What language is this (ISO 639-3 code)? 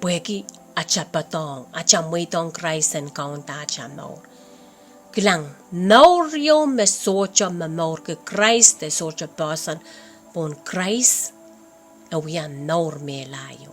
pon